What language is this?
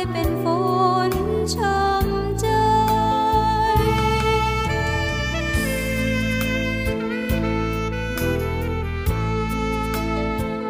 Thai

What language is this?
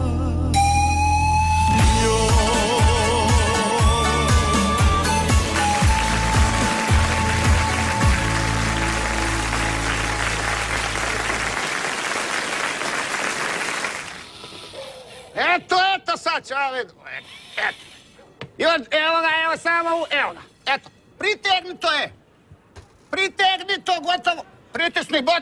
Croatian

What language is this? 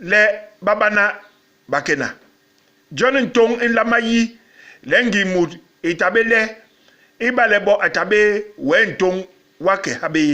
Basaa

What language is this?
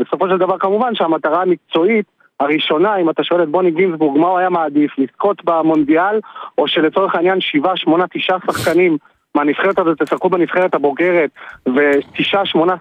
Hebrew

